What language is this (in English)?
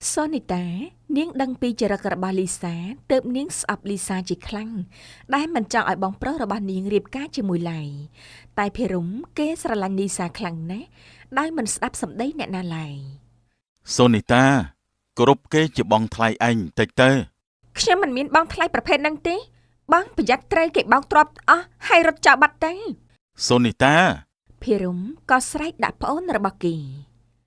Khmer